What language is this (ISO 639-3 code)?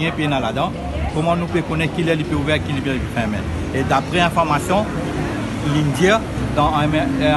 mfe